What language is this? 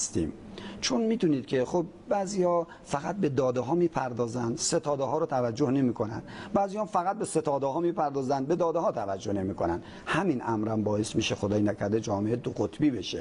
Persian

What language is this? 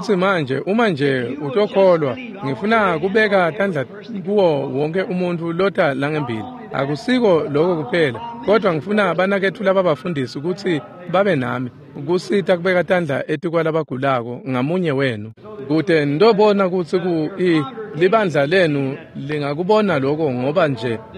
Swati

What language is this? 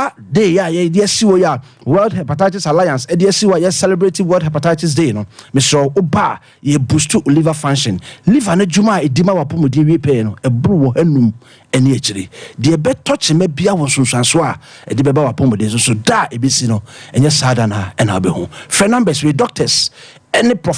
Akan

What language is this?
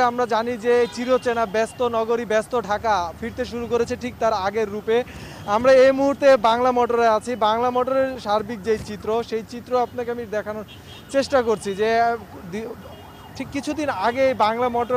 Bangla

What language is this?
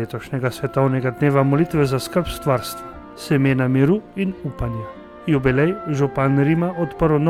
Slovenian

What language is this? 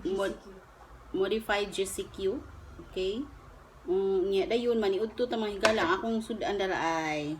Cebuano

